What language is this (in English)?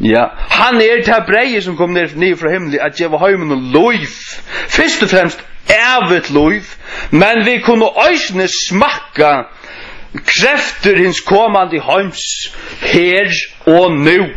Faroese